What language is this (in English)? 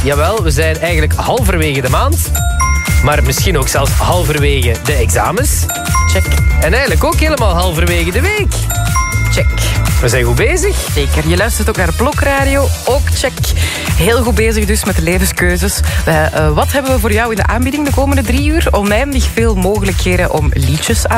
Dutch